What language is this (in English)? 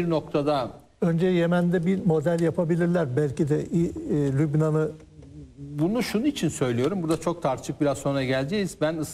Turkish